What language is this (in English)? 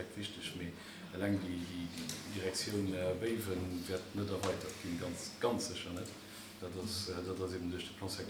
Luxembourgish